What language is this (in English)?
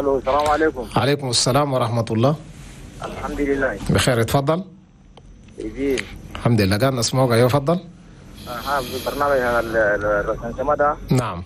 Chadian Arabic